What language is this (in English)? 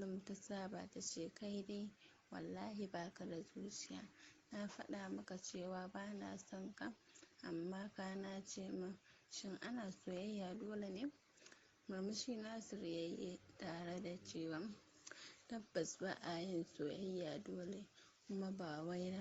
Hausa